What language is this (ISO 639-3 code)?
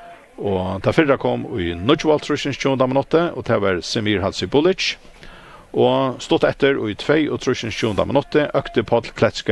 fao